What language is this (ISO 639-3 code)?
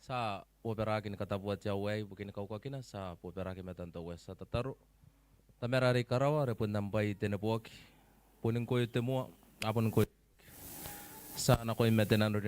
gil